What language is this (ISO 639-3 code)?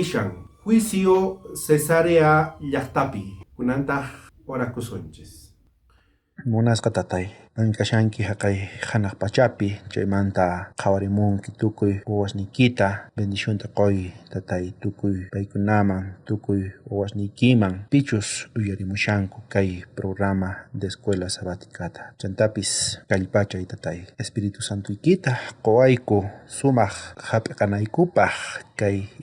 quh